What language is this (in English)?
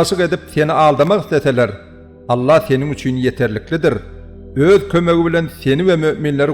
Turkmen